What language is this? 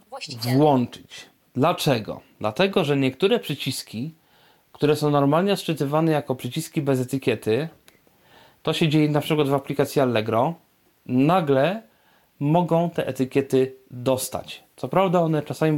Polish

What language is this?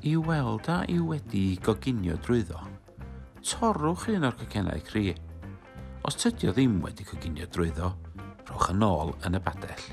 Welsh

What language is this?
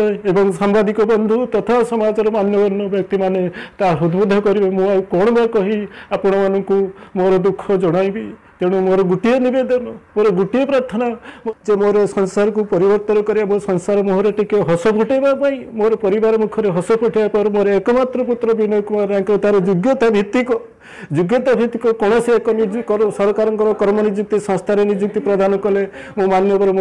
Odia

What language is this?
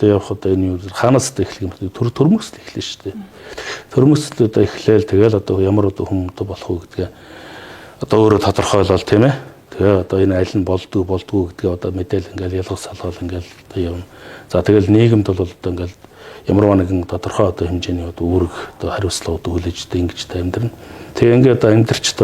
Mongolian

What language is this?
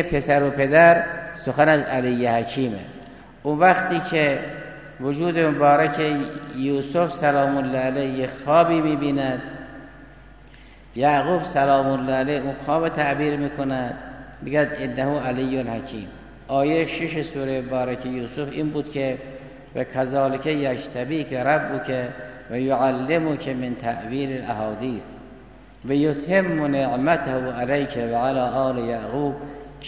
Persian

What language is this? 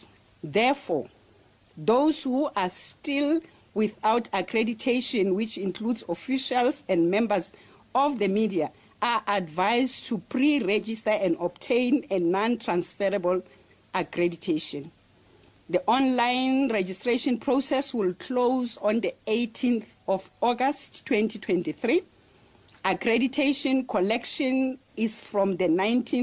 English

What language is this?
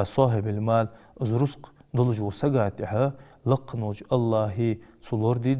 Ingush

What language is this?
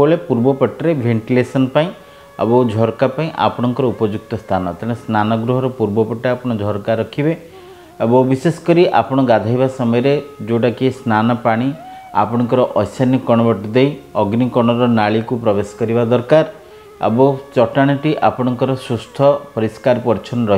Odia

